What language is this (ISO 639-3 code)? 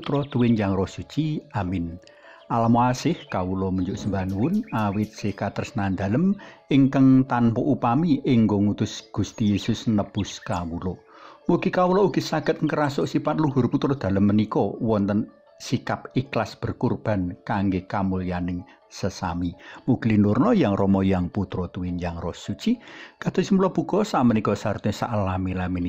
jav